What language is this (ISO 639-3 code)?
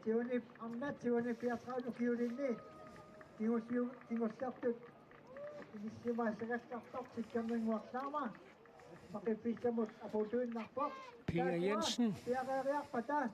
kal